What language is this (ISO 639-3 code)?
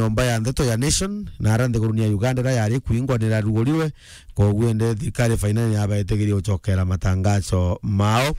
mer